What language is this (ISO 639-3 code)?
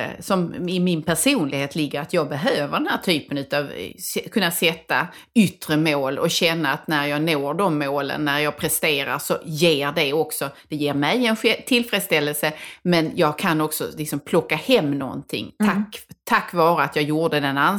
swe